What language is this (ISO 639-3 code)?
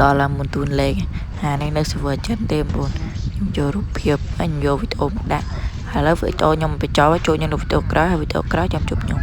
khm